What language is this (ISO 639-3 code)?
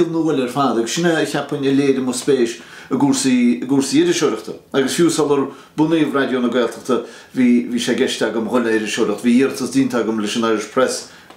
gle